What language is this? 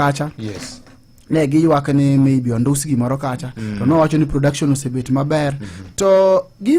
Luo (Kenya and Tanzania)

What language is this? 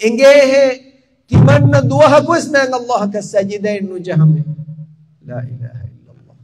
Divehi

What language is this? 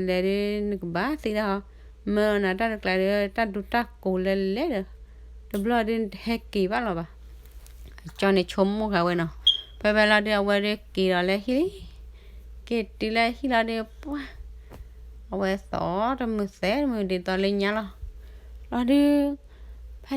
S'gaw Karen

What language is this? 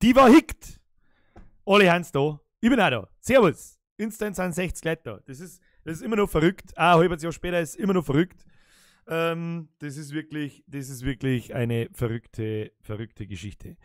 Bavarian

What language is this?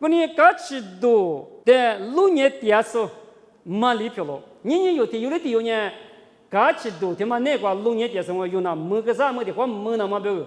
Lisu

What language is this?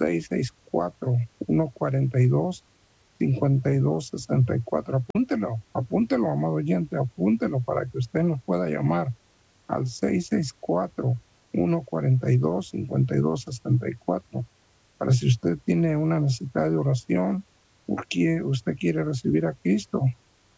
Spanish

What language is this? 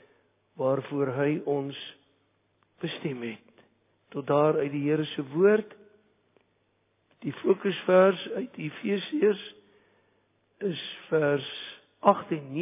Afrikaans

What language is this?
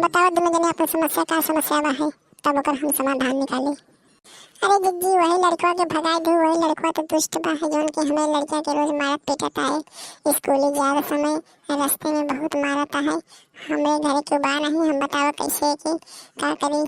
Awadhi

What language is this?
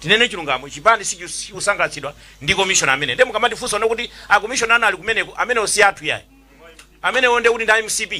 Nyanja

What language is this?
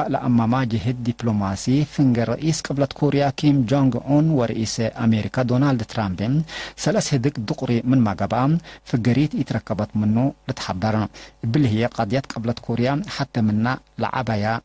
Tigre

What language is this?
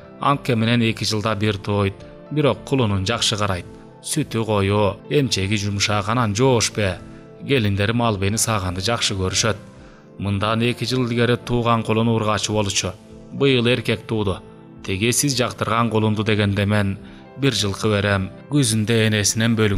Kyrgyz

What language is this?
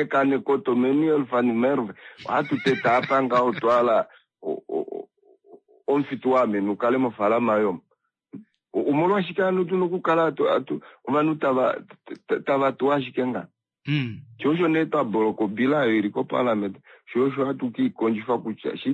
Kuanyama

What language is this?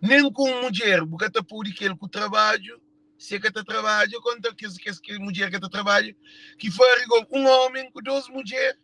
Kabuverdianu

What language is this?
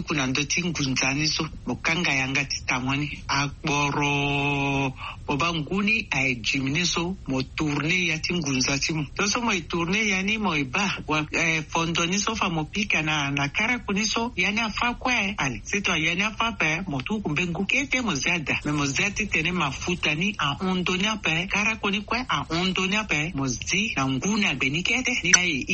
Sango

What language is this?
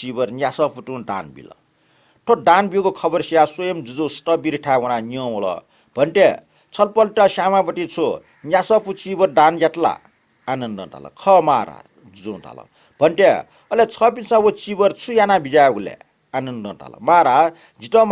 Newari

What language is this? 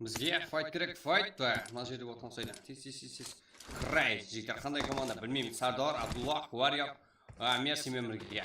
Kara-Kalpak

